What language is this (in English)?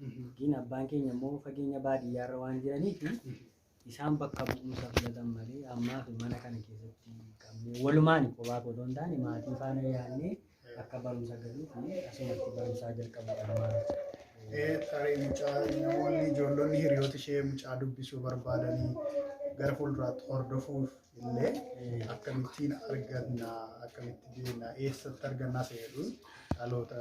Oromo